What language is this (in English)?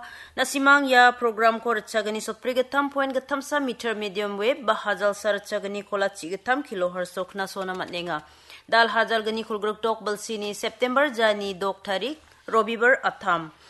Garo